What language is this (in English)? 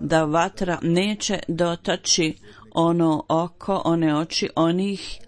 Bosnian